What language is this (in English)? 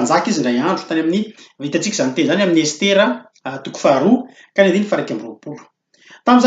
Malagasy